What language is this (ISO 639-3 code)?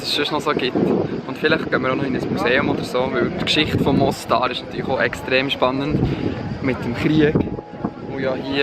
gsw